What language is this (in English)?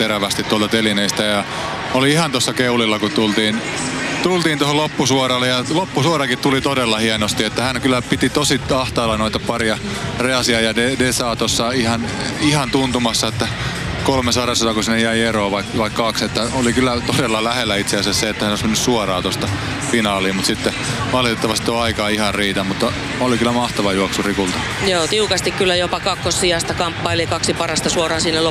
Finnish